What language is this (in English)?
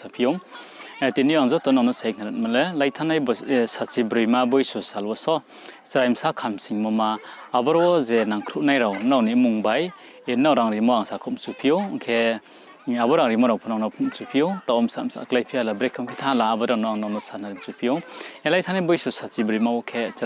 Riang (India)